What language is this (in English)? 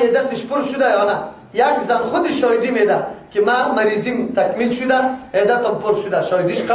Persian